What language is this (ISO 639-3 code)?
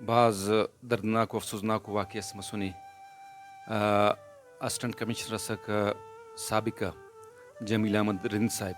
brh